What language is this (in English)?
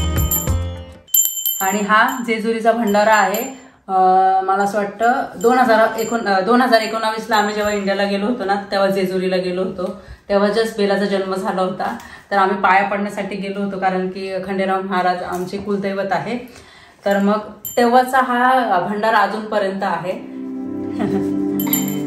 Marathi